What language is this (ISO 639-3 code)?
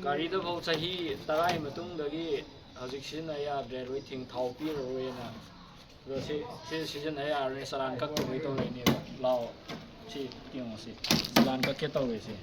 mni